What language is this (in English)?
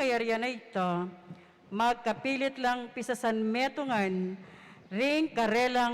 Pampanga